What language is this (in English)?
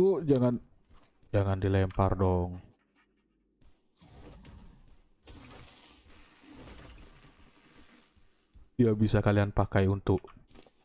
Indonesian